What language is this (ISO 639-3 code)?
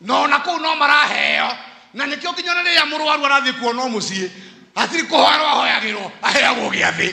kik